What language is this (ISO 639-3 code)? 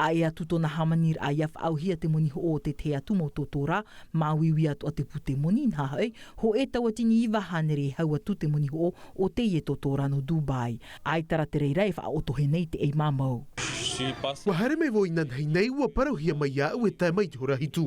tah